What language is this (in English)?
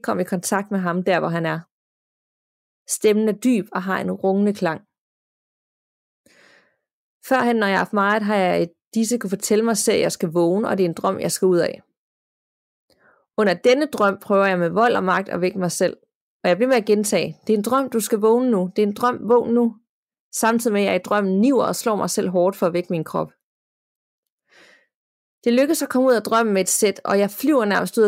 Danish